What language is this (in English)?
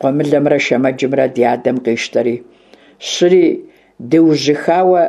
Kabardian